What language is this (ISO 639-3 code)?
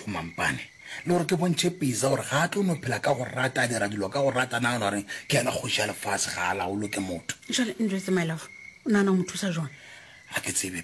nso